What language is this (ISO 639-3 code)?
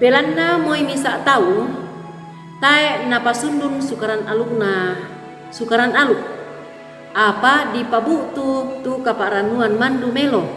sda